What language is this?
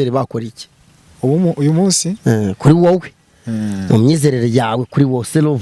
Kinyarwanda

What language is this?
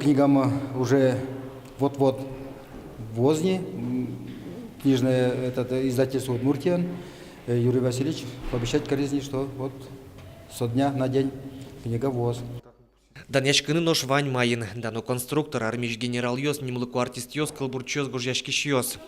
Udmurt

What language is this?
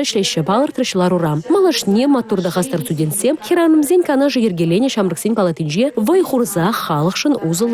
Chuvash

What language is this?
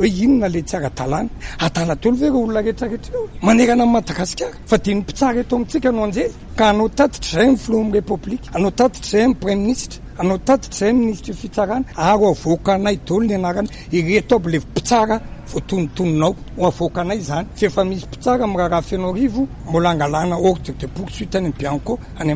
Malagasy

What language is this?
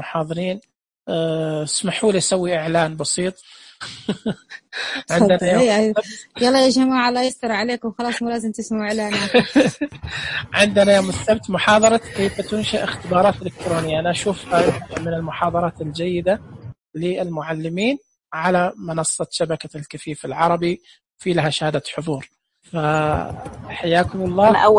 Najdi Arabic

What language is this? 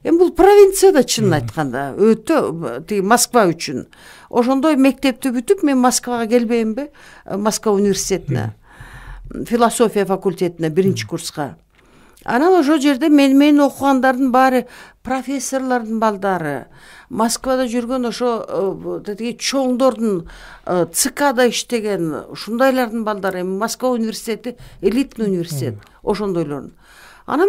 Kyrgyz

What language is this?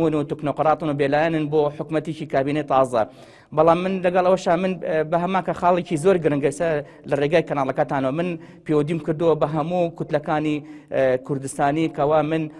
Central Kurdish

